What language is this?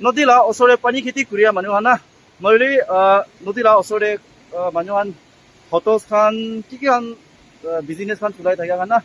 Naga Pidgin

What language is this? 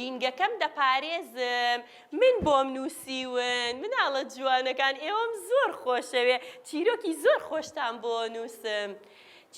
Central Kurdish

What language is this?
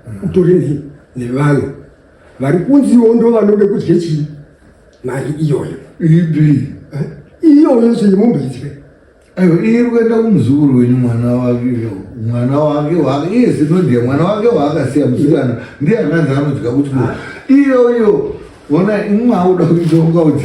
Shona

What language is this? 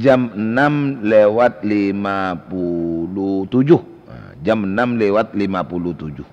Madurese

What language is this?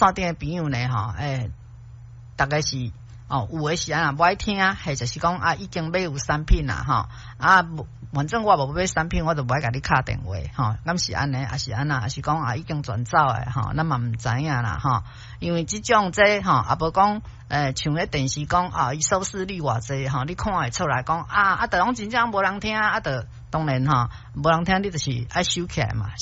Min Nan Chinese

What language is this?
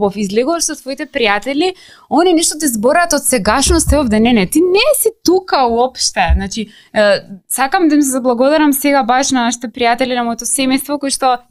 Macedonian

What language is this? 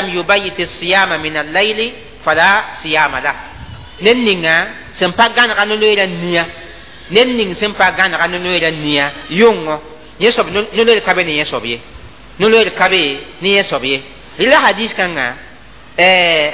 Mossi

